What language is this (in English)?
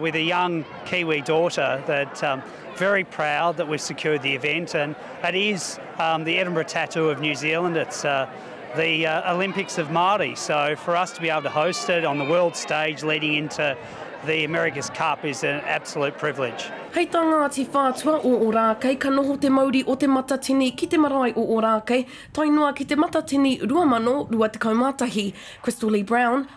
Māori